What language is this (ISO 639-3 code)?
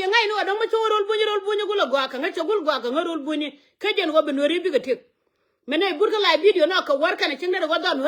nus